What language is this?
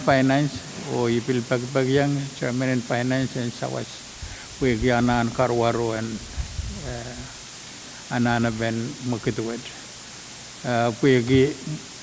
Pohnpeian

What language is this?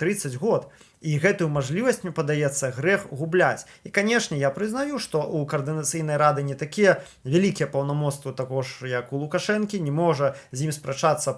Belarusian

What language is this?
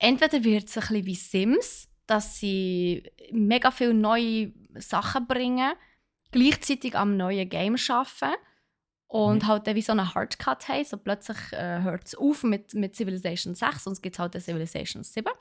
Swiss German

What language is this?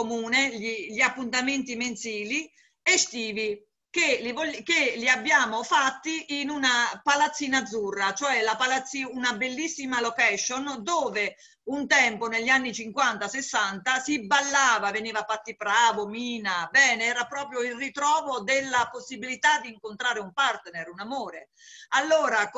Italian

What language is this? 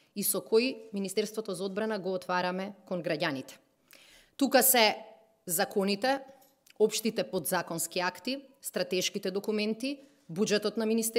Macedonian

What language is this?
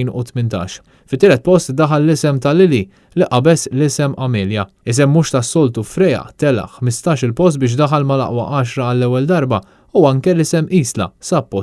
Maltese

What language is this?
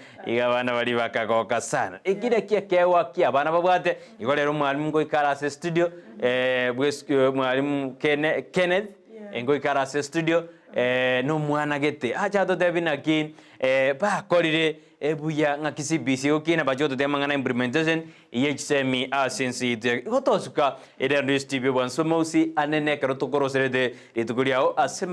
Gusii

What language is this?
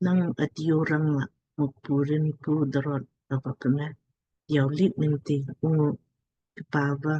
Lamkang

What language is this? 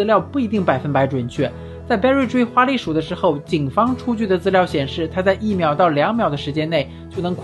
Chinese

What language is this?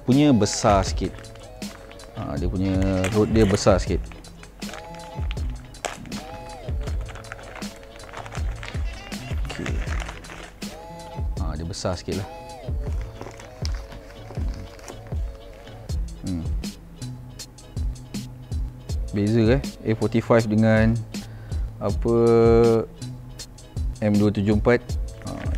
Malay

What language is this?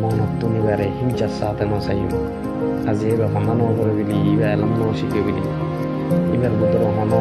Rohingya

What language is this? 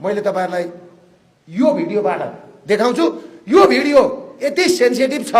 Nepali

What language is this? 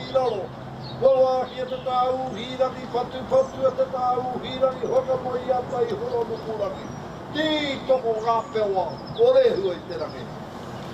Māori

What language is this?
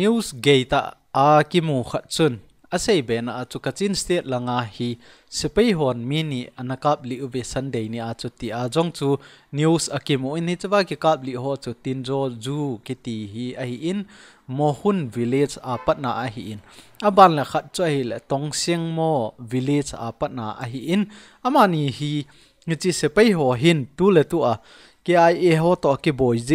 Thado Chin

